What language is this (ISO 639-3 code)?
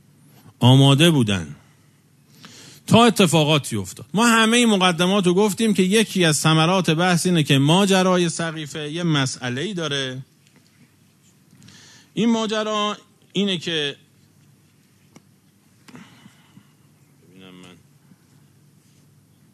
fas